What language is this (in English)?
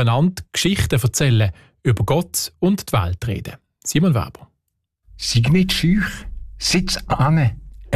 German